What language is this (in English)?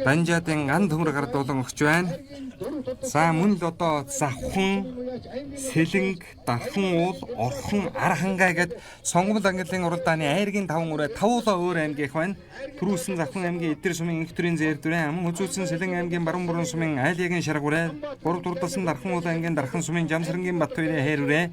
Mongolian